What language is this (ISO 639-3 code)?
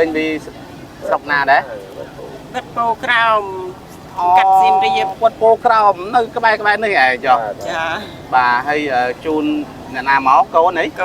khm